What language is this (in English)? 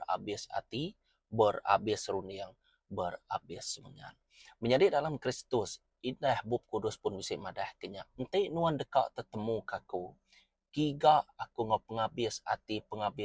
Iban